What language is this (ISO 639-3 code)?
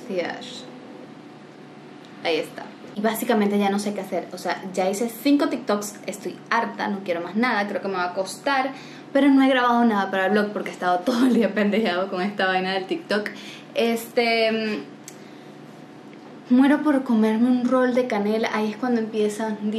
spa